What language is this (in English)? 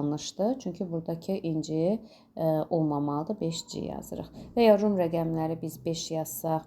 Azerbaijani